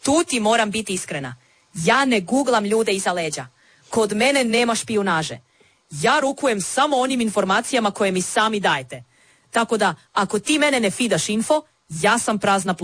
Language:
Croatian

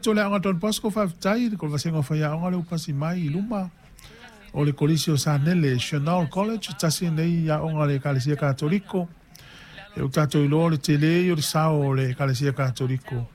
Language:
Samoan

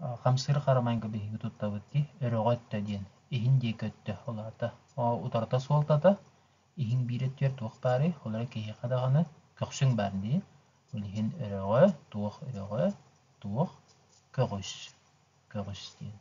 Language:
Yakut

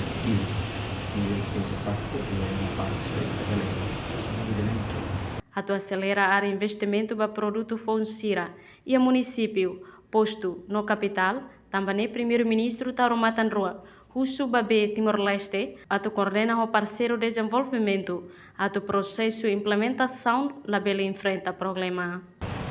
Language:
Tetum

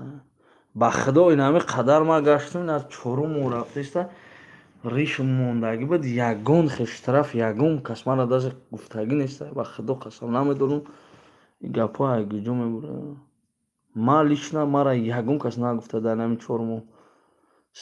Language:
Tajik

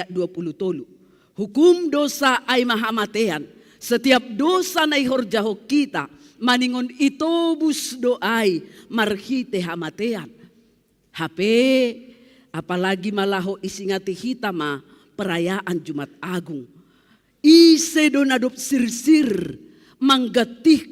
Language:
Batak Simalungun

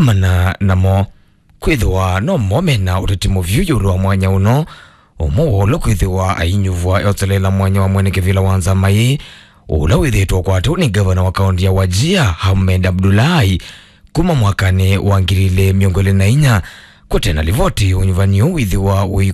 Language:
Kamba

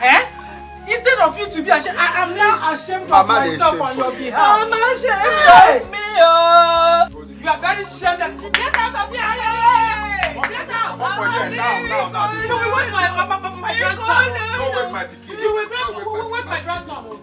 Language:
Nigerian Pidgin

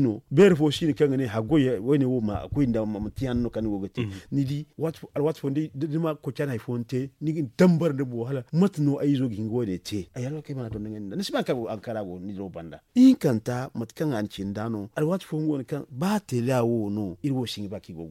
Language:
Zarma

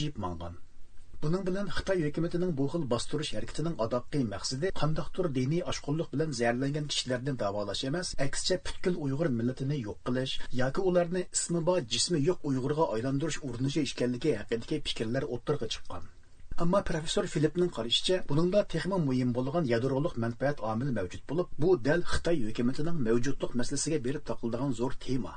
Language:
Uyghur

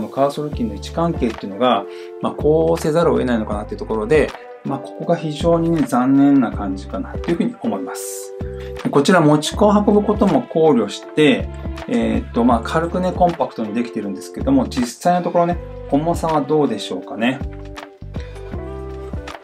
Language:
Japanese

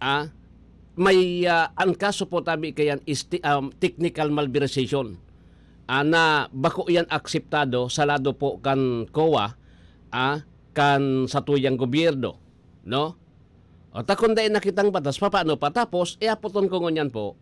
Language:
Bikol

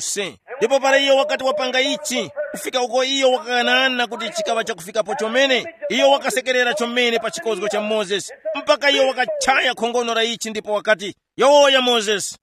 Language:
Tumbuka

